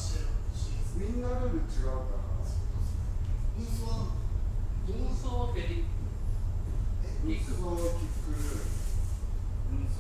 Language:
Japanese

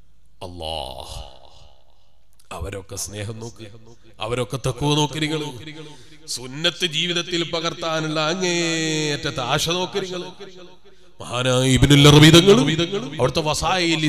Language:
Malayalam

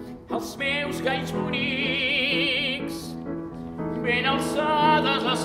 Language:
Catalan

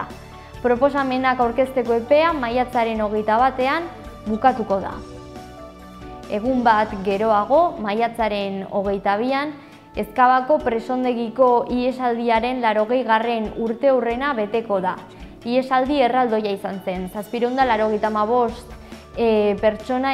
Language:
Basque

